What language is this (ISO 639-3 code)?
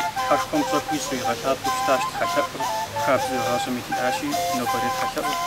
kbd